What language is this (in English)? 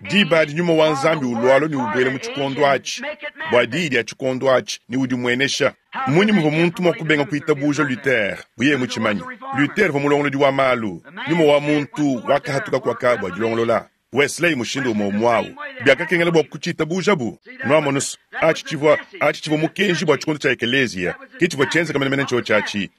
Luba-Lulua